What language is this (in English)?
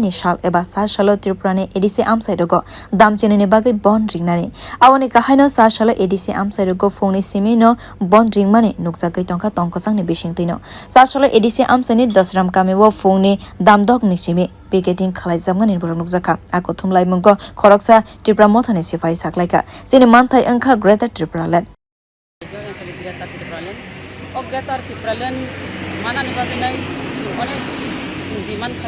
Kok Borok